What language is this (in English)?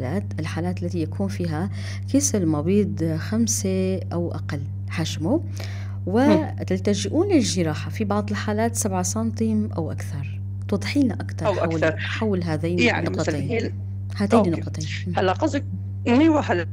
North Levantine Arabic